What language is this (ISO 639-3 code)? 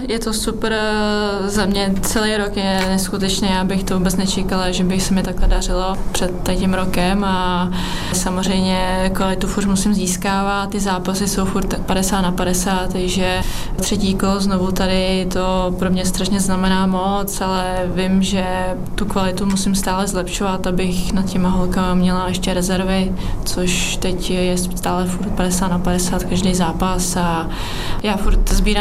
ces